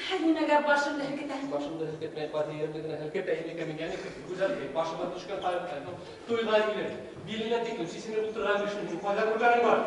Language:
Bashkir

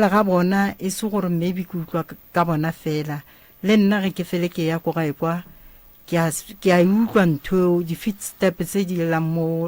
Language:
Northern Sotho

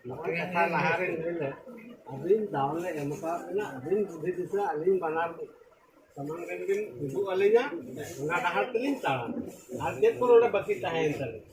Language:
Santali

